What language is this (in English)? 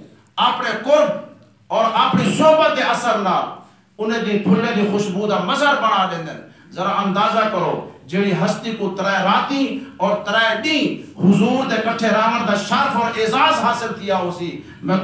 Saraiki